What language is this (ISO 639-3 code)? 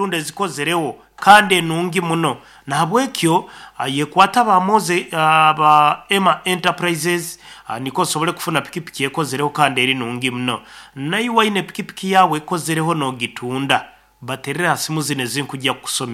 nyn